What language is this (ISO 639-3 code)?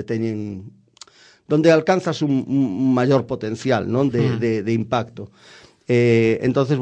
glg